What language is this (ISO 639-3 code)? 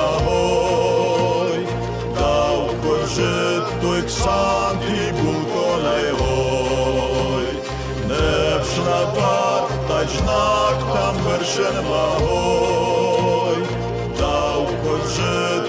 oss